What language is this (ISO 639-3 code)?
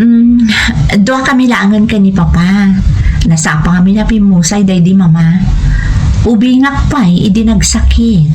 ilo